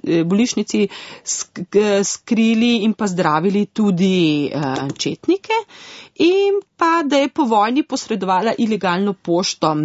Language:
Slovenian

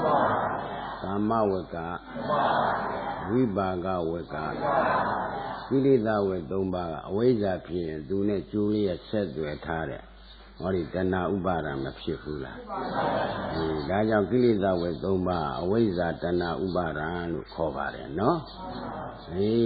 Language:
Burmese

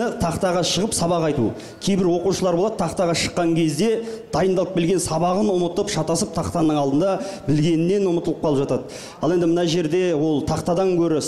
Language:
Kazakh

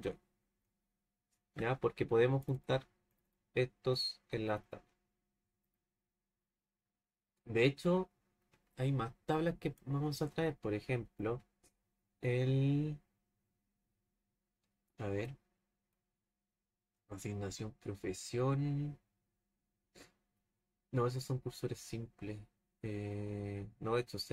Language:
Spanish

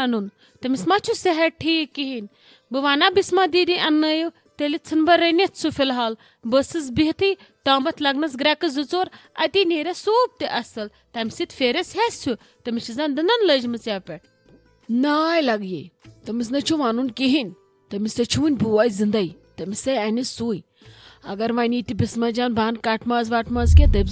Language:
Kashmiri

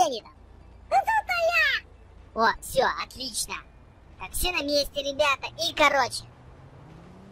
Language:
Russian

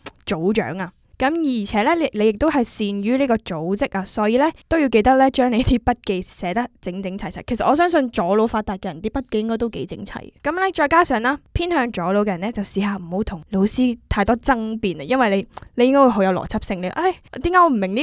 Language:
Cantonese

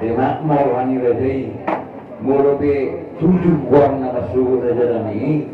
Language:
Batak Toba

